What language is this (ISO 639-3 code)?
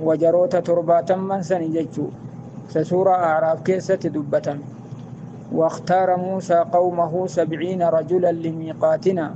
orm